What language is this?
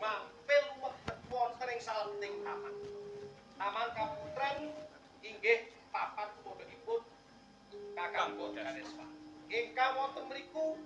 Javanese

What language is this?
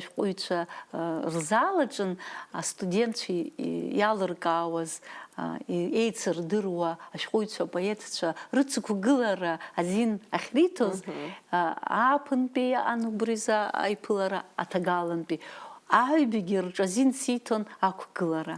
Abkhazian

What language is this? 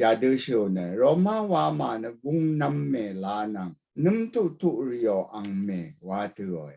Rawang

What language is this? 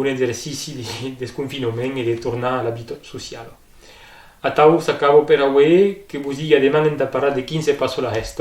Occitan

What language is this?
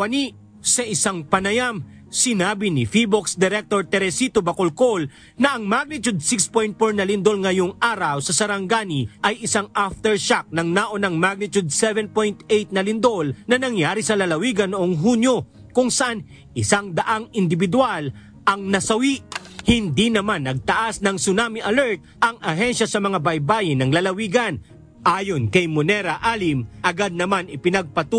Filipino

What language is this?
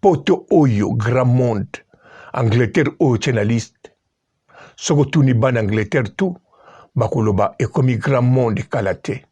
Lingala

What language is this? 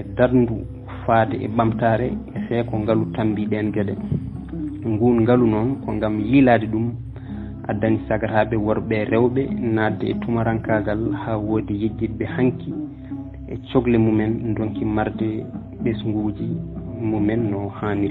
Fula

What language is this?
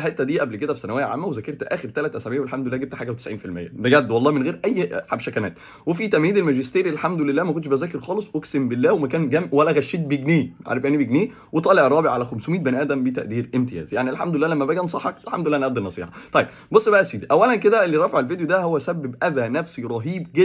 Egyptian Arabic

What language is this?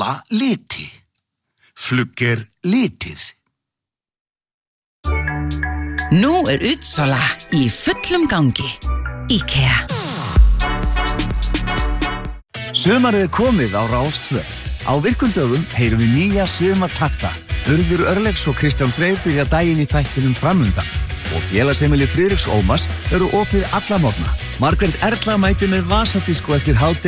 Icelandic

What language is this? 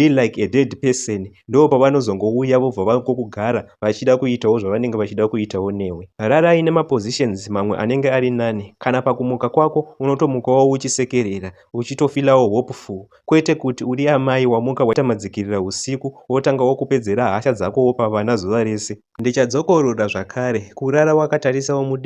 Shona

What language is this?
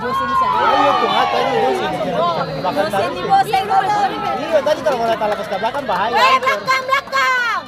Ambonese Malay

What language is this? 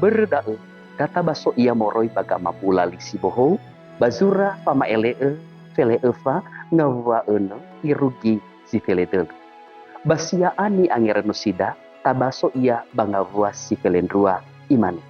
Nias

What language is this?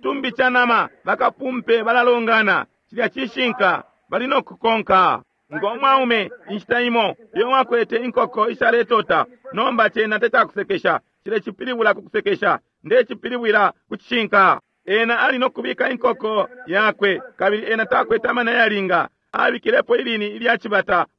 Bemba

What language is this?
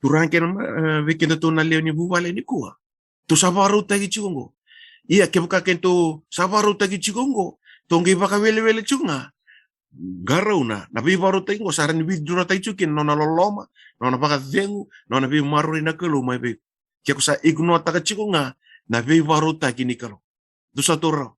Fijian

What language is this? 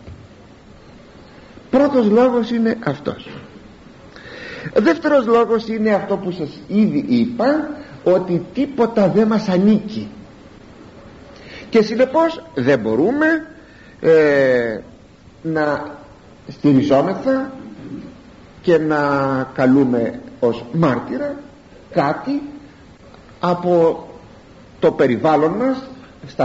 Greek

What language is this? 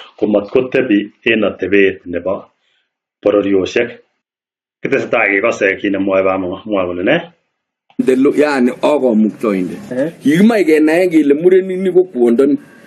Kalenjin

